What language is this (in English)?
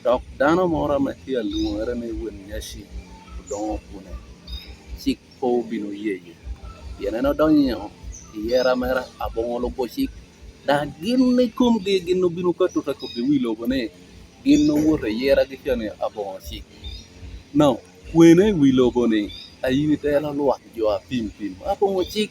Lango (Uganda)